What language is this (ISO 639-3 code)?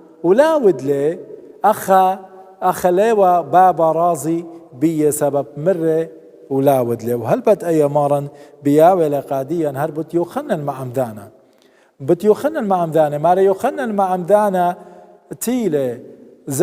aii